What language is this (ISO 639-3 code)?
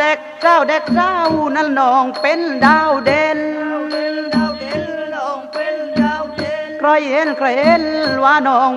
tha